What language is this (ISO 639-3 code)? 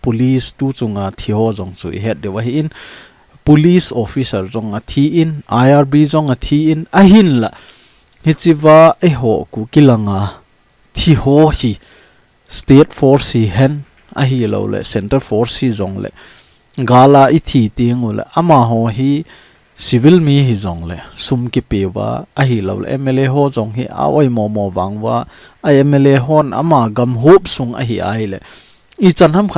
tcz